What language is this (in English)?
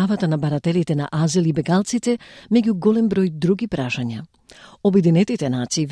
Macedonian